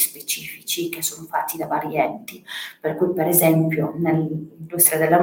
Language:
Italian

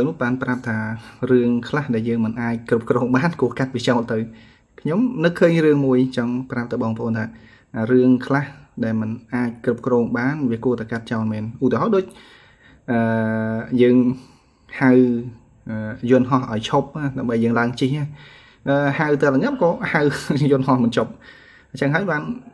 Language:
Khmer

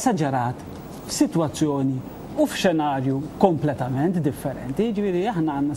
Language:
Maltese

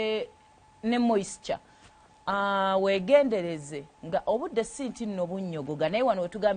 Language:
Ganda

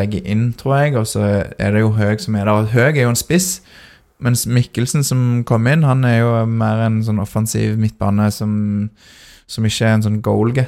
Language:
Norwegian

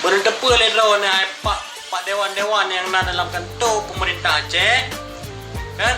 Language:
Achinese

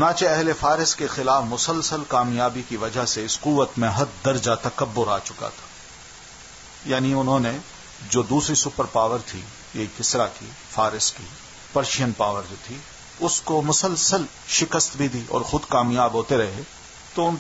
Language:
Urdu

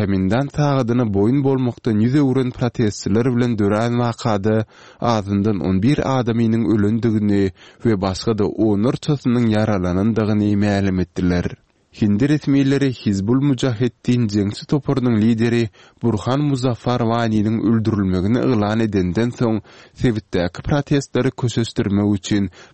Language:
Turkmen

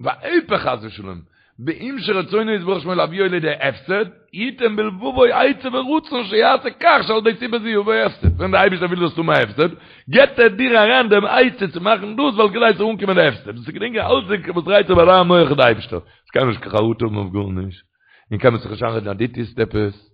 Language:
Yiddish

